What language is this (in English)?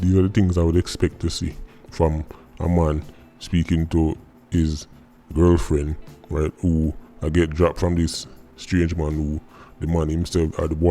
Jamaican Creole English